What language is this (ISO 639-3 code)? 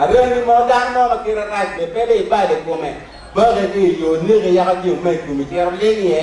ach